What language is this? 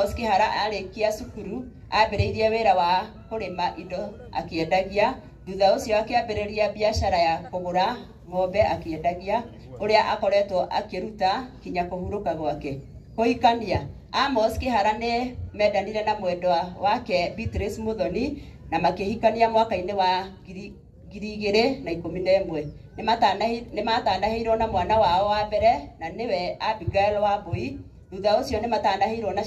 Kikuyu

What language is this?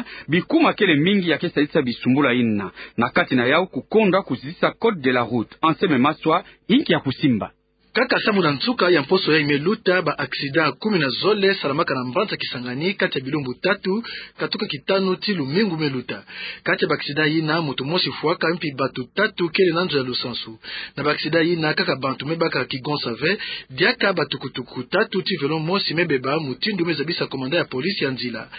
Kituba (Democratic Republic of Congo)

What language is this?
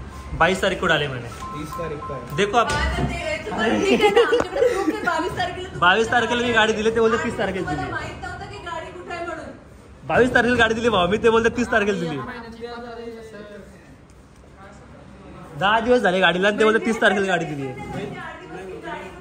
Marathi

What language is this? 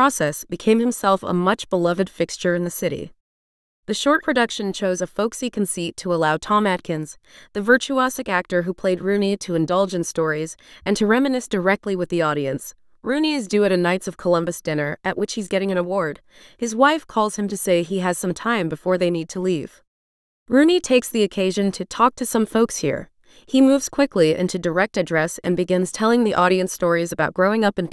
English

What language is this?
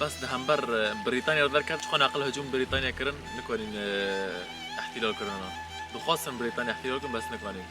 Kurdish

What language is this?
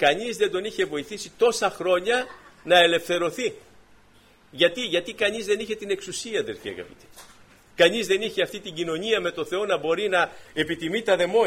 Greek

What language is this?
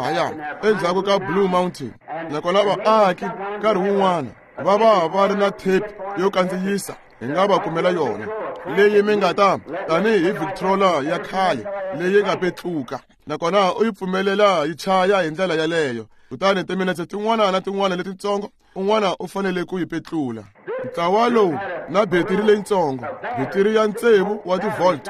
Tsonga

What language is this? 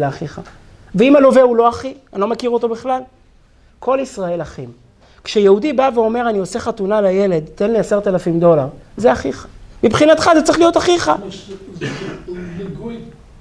Hebrew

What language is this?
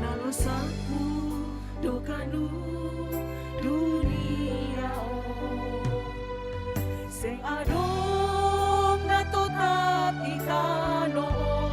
Batak Simalungun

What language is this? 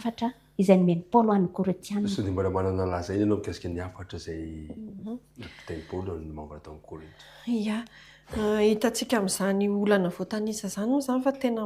Malagasy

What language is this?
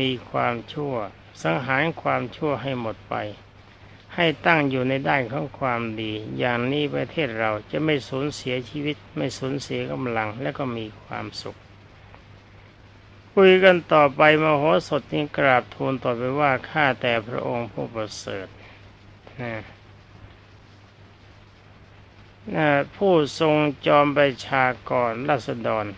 Thai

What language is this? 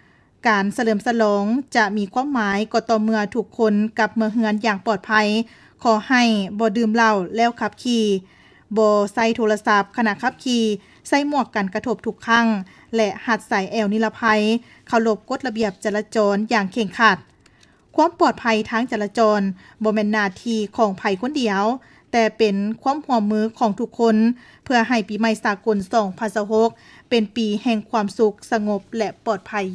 Lao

